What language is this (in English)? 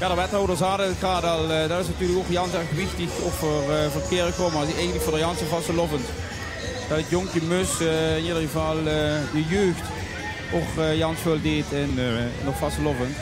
Limburgish